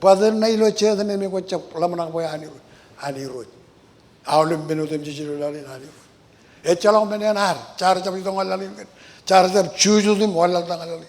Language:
Marshallese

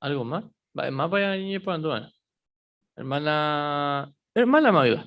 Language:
Guarani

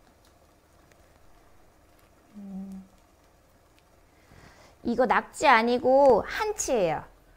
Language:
Korean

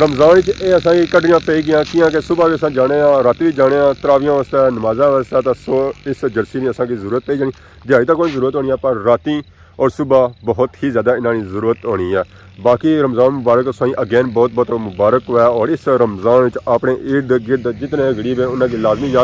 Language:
Pahari-Potwari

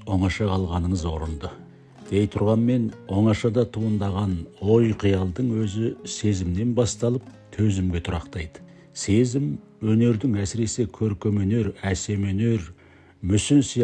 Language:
Kazakh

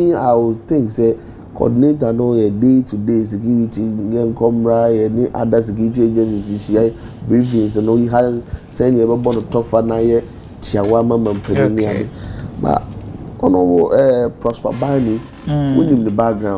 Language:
Akan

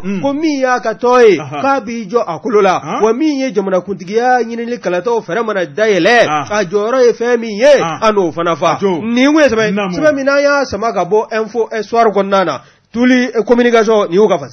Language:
Bambara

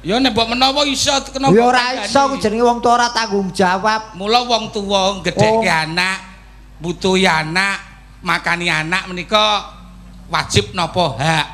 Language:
Javanese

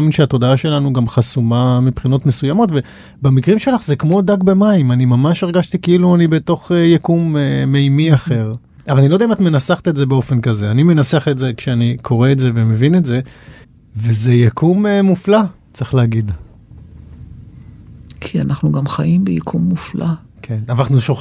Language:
Hebrew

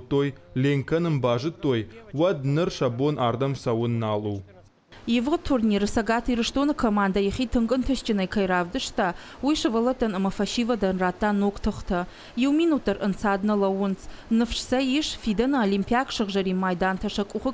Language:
Ossetic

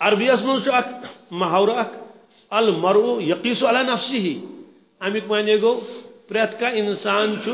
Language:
Kashmiri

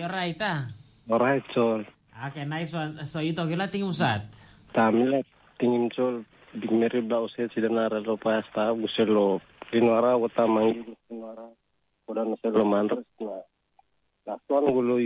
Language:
Tok Pisin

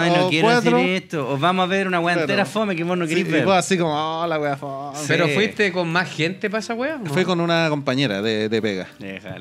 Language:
Spanish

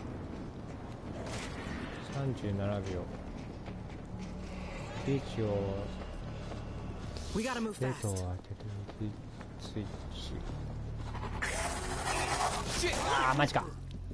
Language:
Japanese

